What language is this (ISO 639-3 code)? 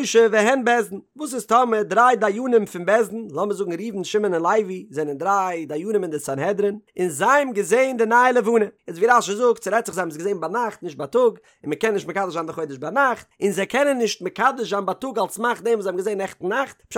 yid